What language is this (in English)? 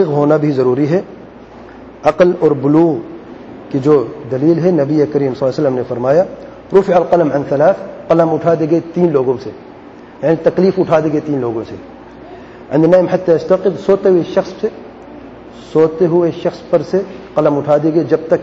Urdu